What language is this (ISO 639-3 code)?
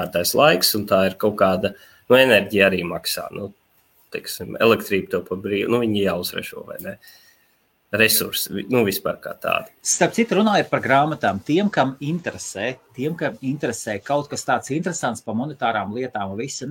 lav